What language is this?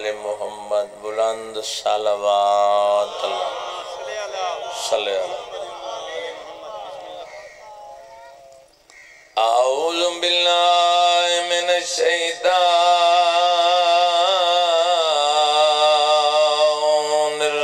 Urdu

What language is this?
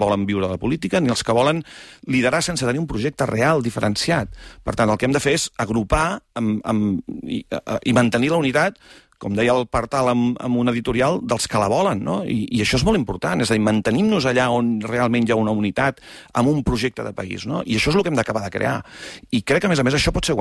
Catalan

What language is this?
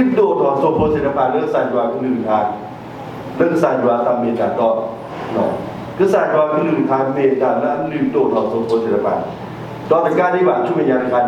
S'gaw Karen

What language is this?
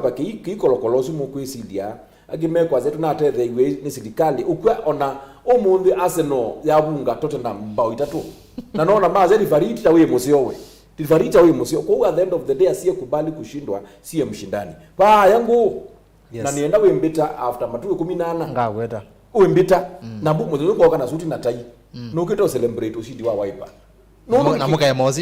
Kamba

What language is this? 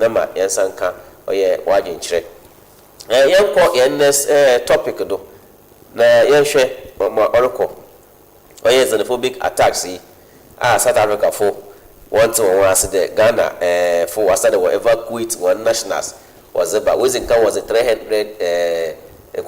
Akan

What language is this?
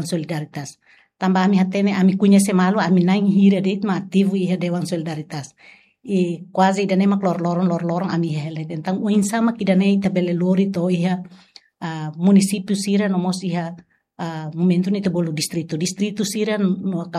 Tetum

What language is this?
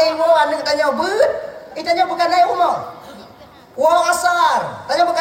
Achinese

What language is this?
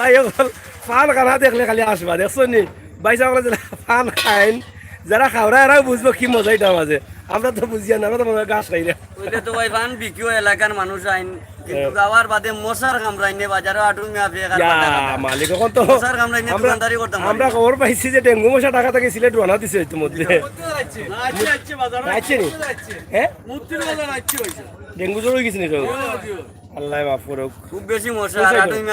Sylheti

